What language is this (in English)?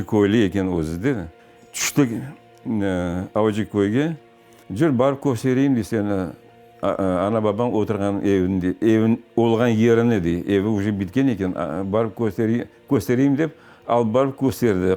Crimean Tatar